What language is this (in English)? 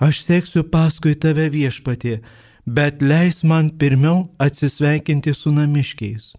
Lithuanian